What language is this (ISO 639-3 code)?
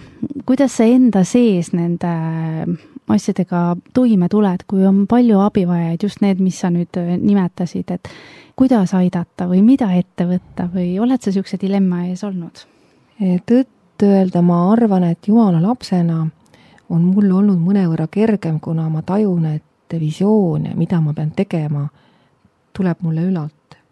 est